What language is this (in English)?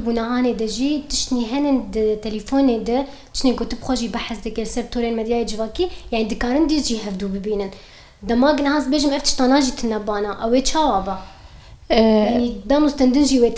Kurdish